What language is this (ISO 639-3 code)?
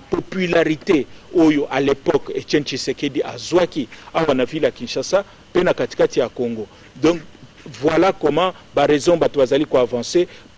lin